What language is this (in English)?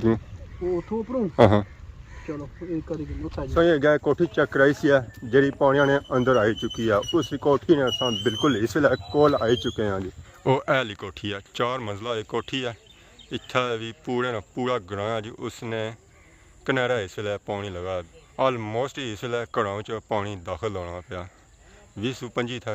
Pahari-Potwari